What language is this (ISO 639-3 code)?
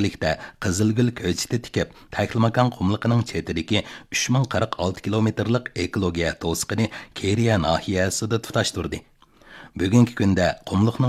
uig